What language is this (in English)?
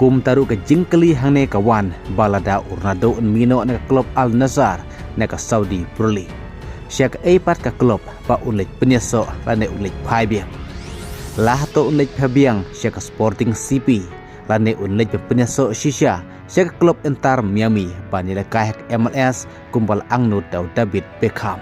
Khasi